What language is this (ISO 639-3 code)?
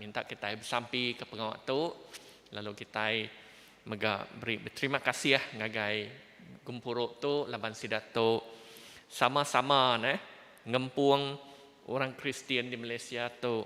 iba